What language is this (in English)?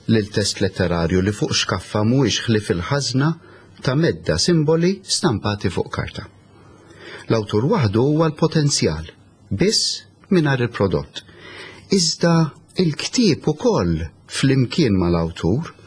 Maltese